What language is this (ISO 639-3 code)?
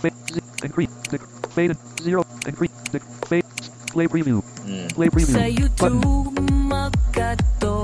hil